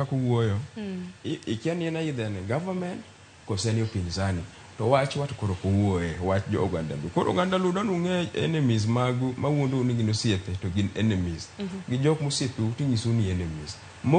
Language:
Luo (Kenya and Tanzania)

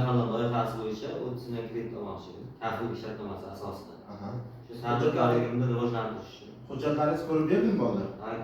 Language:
Uzbek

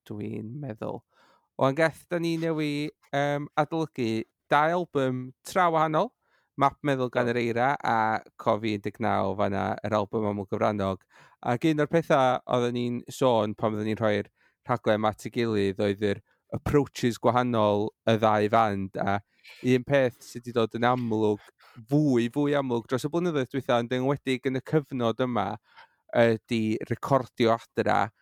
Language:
Welsh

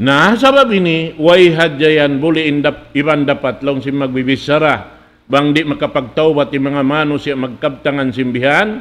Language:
Tausug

